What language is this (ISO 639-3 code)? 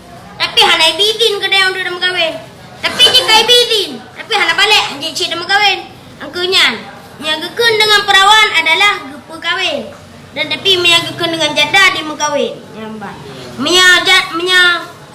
ace